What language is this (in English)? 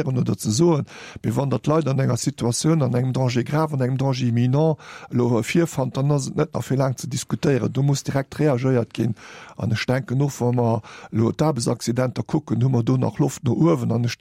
Luxembourgish